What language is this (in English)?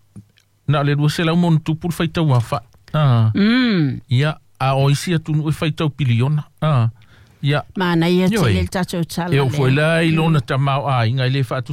Samoan